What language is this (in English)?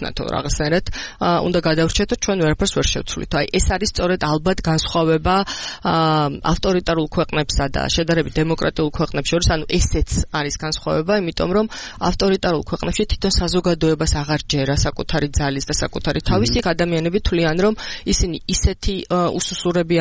Georgian